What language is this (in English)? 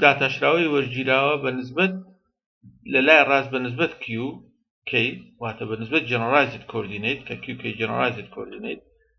Central Kurdish